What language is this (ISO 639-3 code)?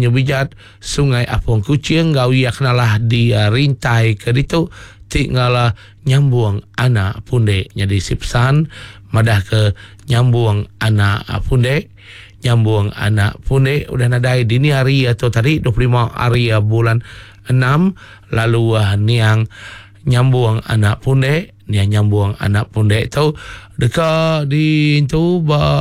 iba